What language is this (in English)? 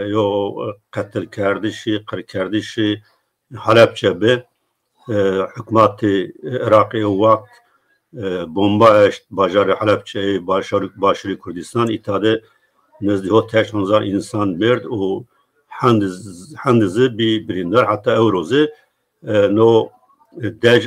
Zaza